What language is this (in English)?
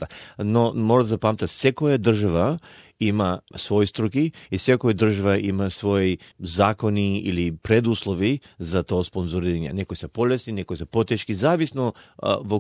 Macedonian